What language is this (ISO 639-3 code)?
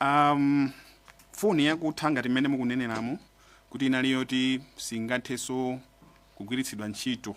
nya